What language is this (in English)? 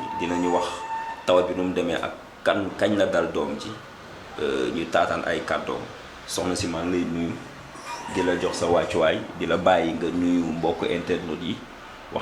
Wolof